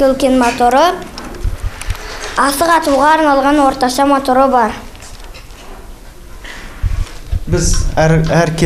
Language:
Kazakh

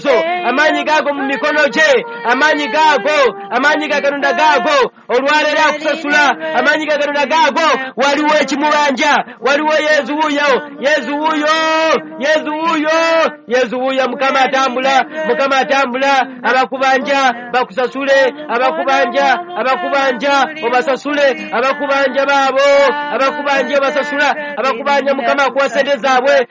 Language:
Ganda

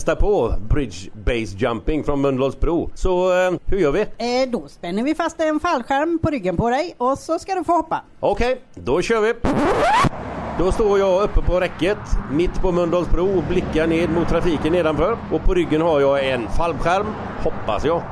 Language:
Swedish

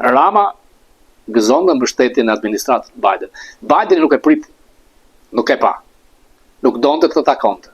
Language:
Albanian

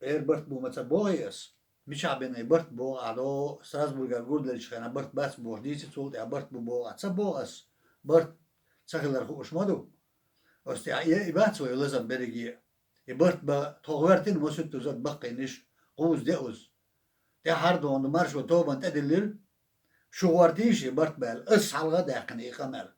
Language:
Chechen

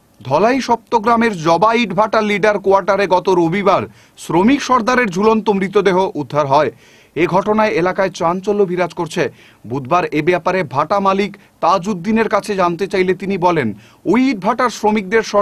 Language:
Bangla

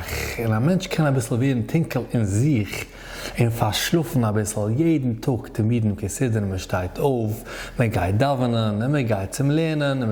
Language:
Yiddish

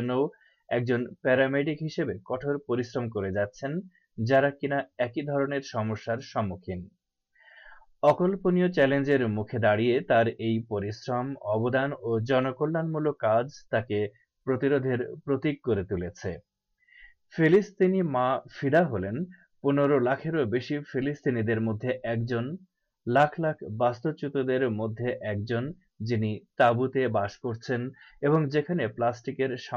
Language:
Bangla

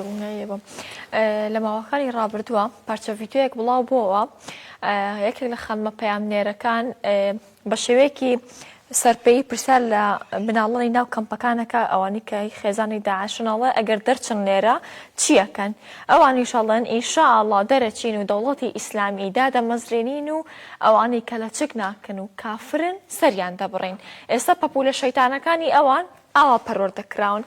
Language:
Central Kurdish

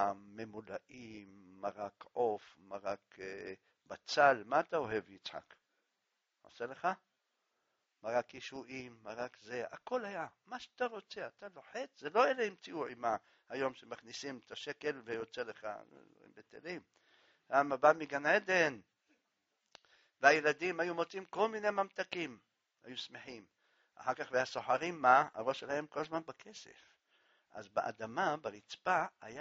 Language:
Hebrew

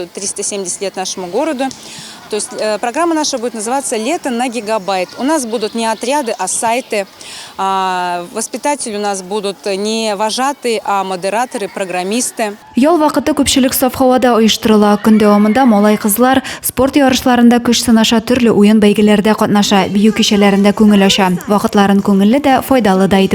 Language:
Tatar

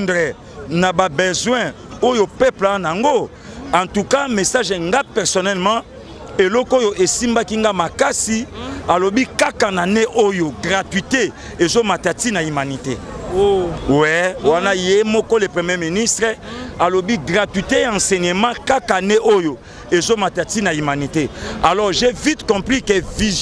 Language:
Lingala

